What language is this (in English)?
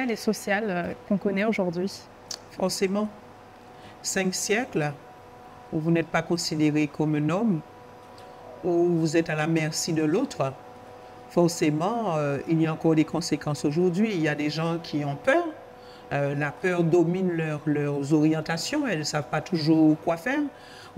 French